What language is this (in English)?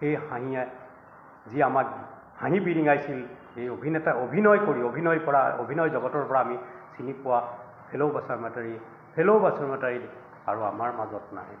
Assamese